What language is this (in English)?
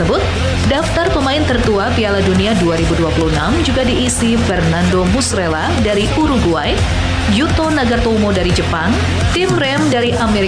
Indonesian